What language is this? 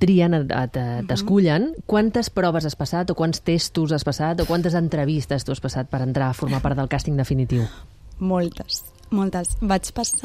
Catalan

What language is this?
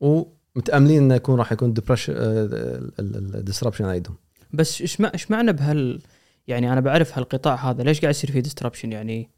Gulf Arabic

